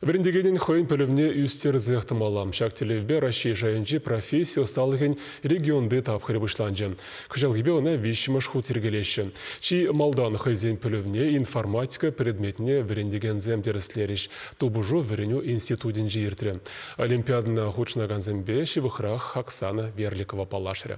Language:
Chuvash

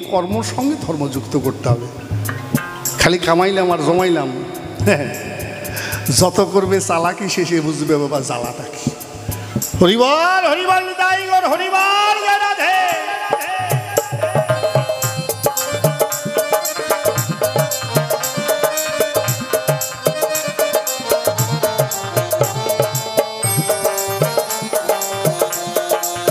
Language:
Bangla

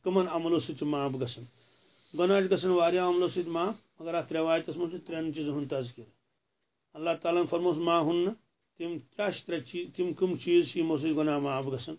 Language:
Kashmiri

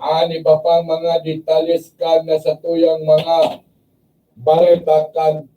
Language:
Bikol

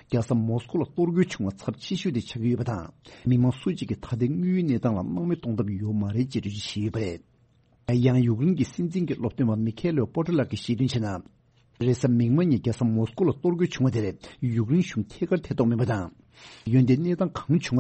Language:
Tibetan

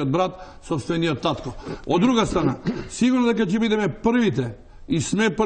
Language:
Macedonian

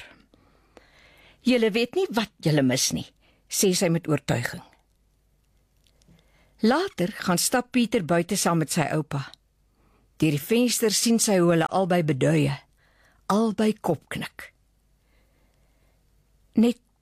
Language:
Afrikaans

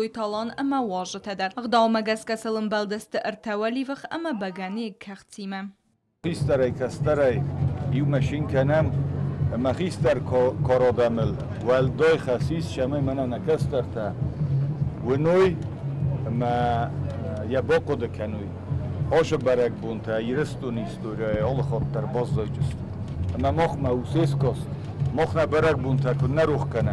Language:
Ossetic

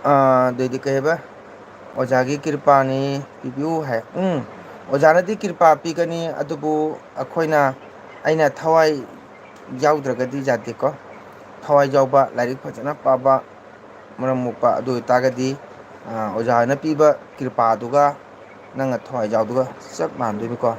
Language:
Manipuri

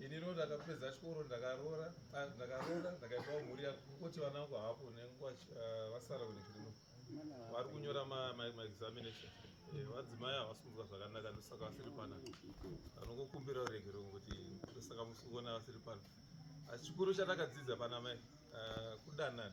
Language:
Shona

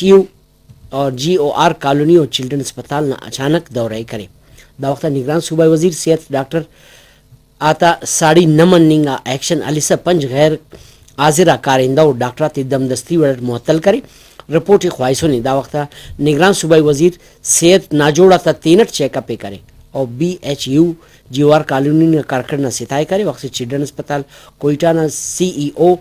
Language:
Brahui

